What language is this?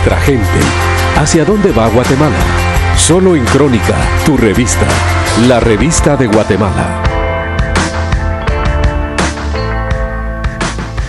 Spanish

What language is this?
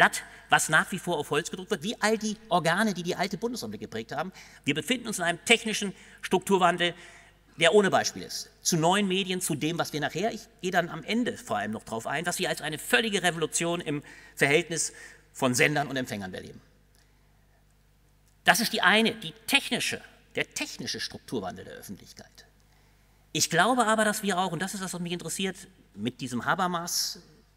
German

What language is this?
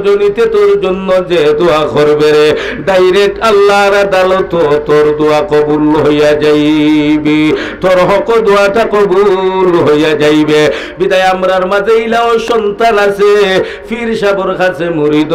Sylheti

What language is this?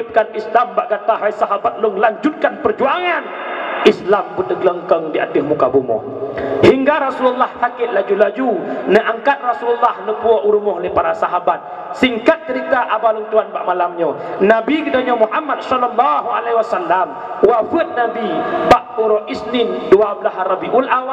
Achinese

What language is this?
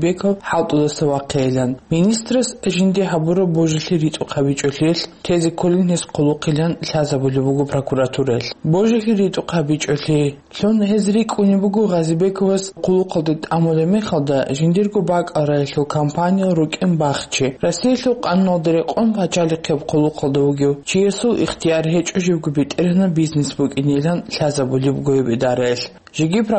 Avaric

